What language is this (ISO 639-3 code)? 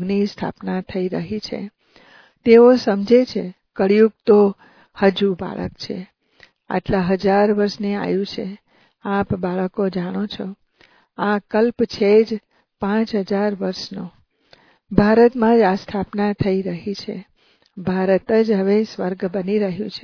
guj